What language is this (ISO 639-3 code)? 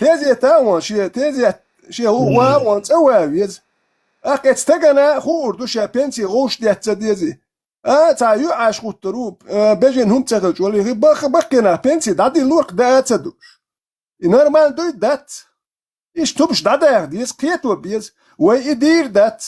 che